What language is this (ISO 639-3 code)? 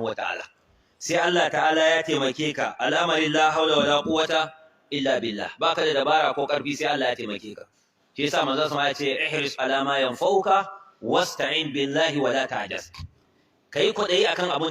hau